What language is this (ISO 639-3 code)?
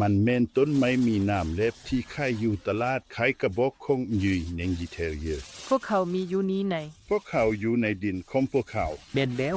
lao